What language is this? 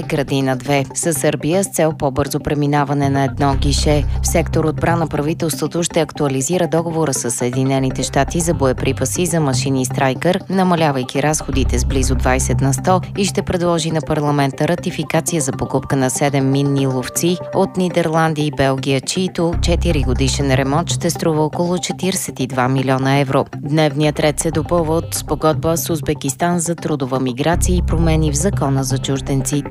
Bulgarian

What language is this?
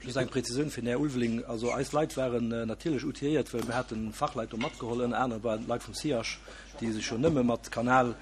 Luxembourgish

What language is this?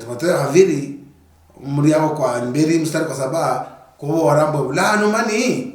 Luyia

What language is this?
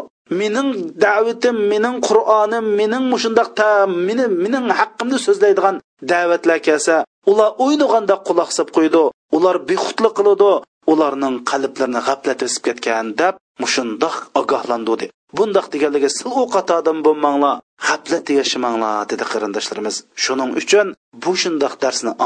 Uyghur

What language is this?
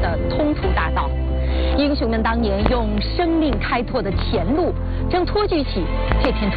Chinese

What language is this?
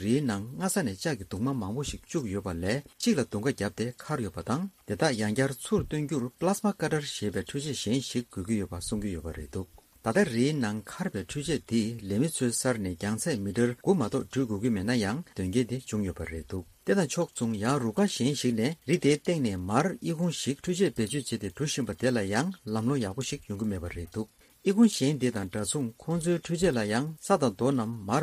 Tibetan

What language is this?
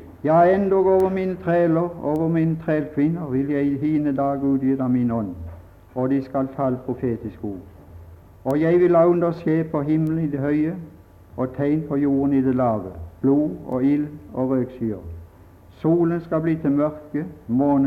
Norwegian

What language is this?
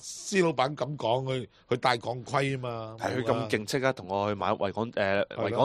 Cantonese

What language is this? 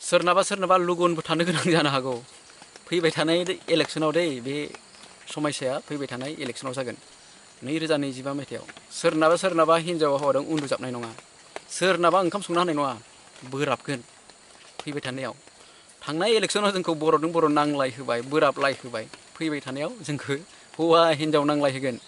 Bodo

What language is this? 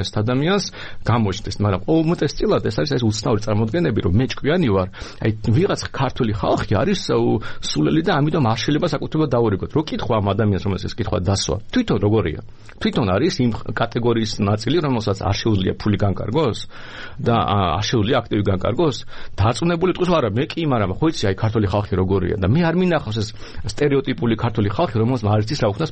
Georgian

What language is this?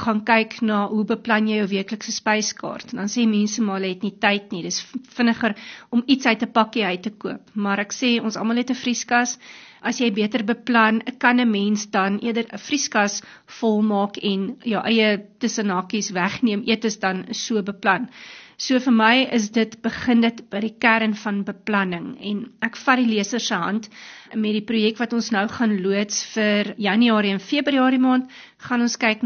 Afrikaans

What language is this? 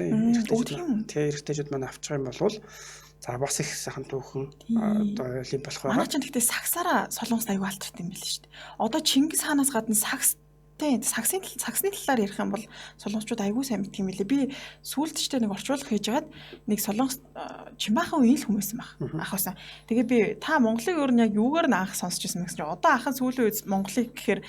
Mongolian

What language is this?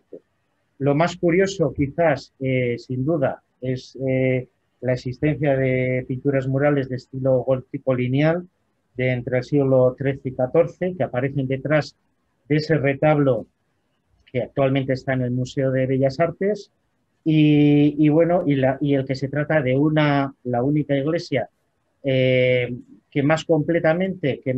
Spanish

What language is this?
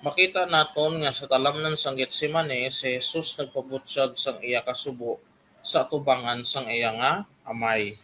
Hiligaynon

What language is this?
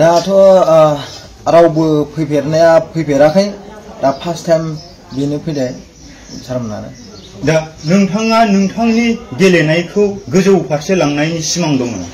Bodo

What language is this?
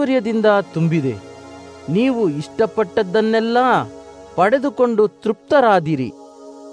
Kannada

